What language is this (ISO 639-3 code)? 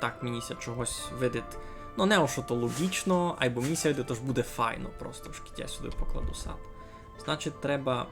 rue